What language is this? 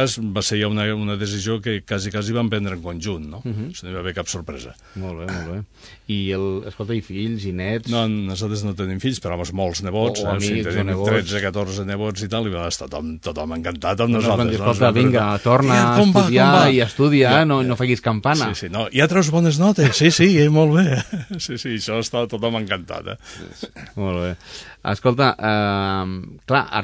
Catalan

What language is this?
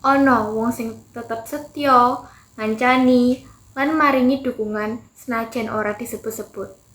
Javanese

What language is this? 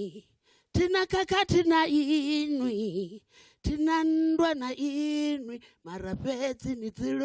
Venda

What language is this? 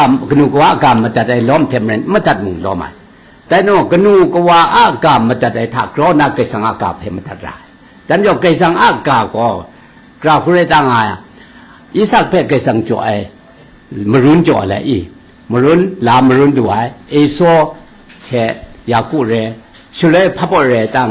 Kachin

